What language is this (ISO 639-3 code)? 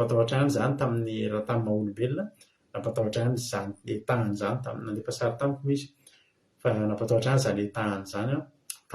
mlg